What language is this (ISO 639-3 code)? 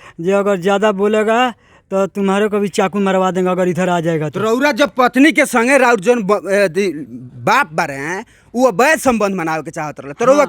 bho